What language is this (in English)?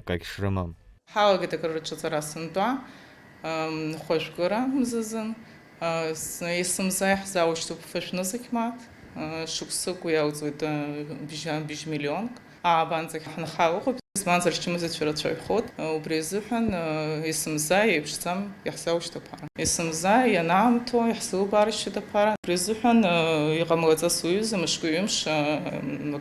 Abkhazian